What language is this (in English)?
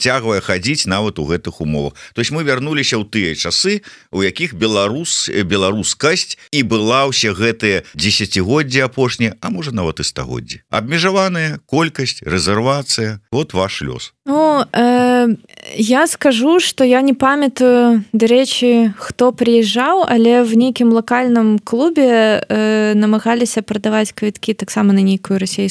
Belarusian